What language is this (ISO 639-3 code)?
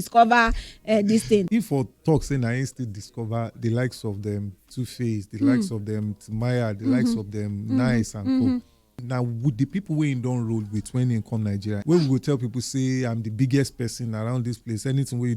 pcm